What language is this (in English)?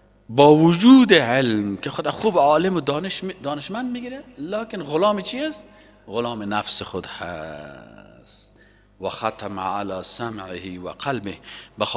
Persian